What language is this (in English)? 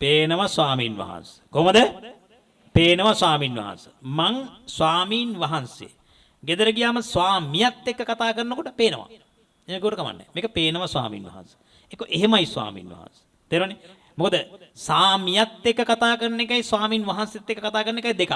Sinhala